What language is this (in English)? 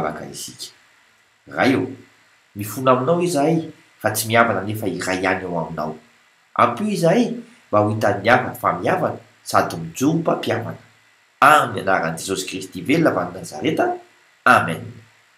Malagasy